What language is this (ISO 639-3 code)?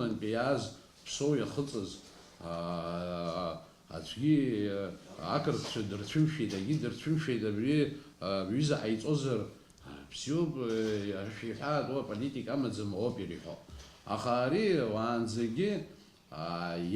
abk